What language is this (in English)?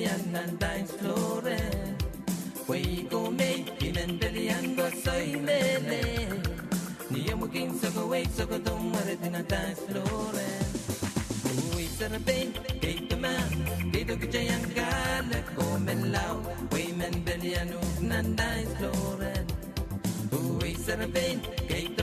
Pohnpeian